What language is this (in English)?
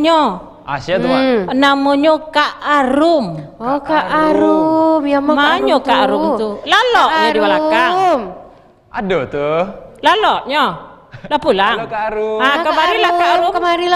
Minangkabau